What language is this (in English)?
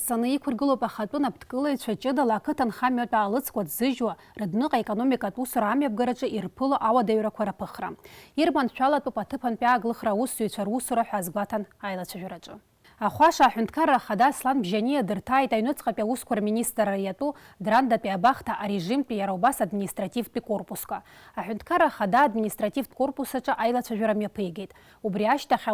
Abkhazian